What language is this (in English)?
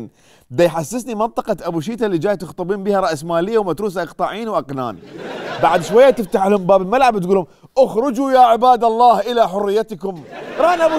Mesopotamian Arabic